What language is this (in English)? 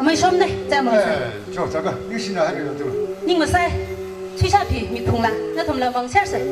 Tangkhul Naga (India)